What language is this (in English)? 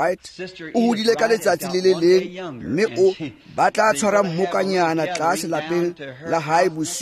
Tswana